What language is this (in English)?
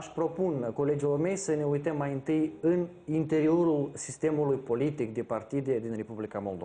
Romanian